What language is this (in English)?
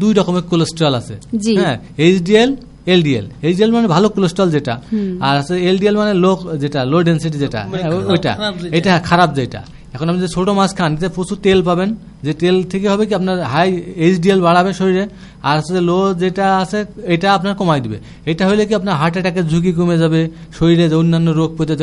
Bangla